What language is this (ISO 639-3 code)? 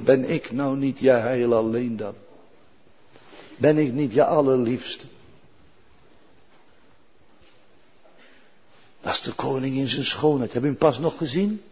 nld